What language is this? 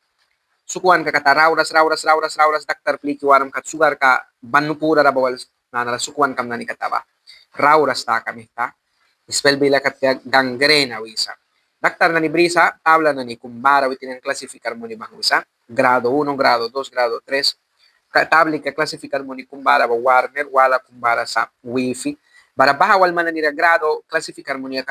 Mískito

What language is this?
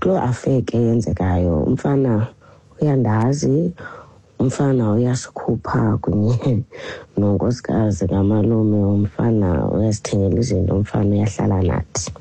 Xhosa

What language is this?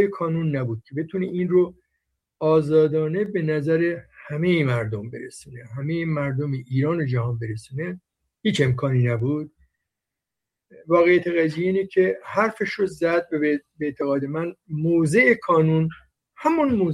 Persian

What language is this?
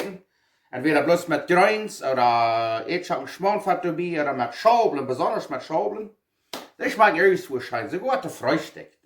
Plautdietsch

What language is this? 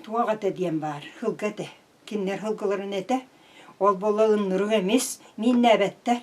Yakut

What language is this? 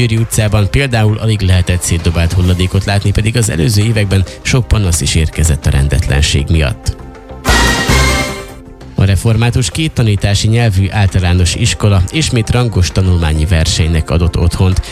Hungarian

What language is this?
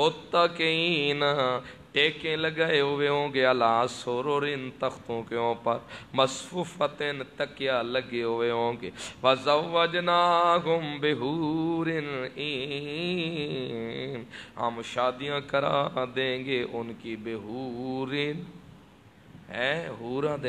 Urdu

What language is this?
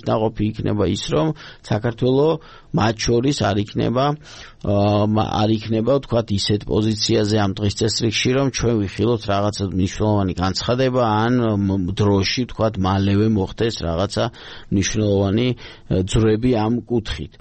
Georgian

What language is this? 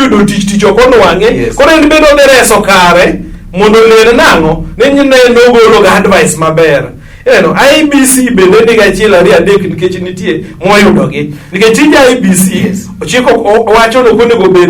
Luo (Kenya and Tanzania)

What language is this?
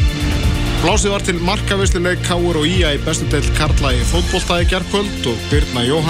Icelandic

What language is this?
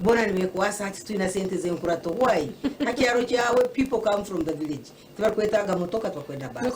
Nyankole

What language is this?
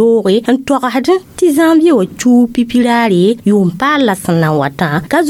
Mossi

